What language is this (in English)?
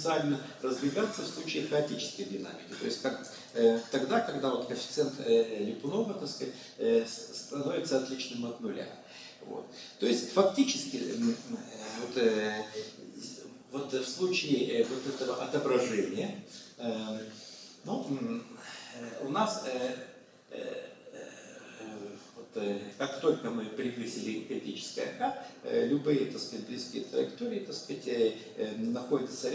Russian